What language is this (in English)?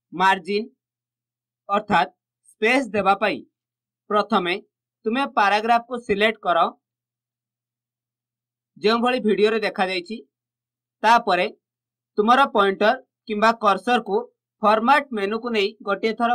Odia